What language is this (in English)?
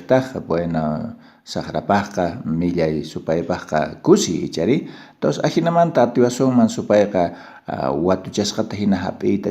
South Bolivian Quechua